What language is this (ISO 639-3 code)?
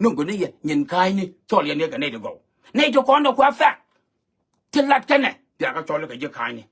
nus